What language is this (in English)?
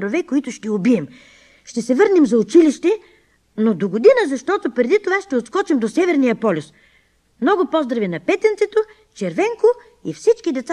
Bulgarian